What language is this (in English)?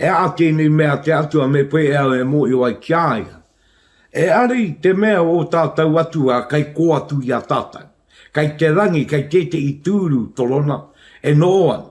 Māori